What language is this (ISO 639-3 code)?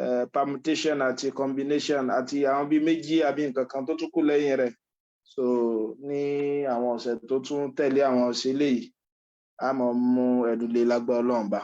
yor